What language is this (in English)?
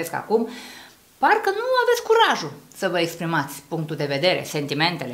Romanian